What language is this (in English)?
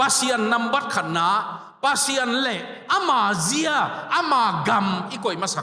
Tedim Chin